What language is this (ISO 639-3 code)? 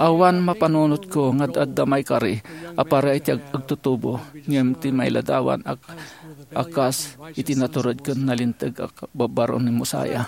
ilo